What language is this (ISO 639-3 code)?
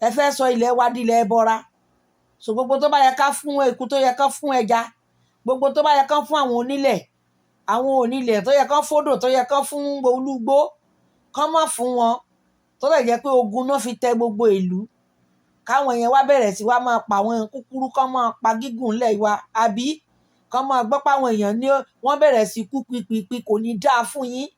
yor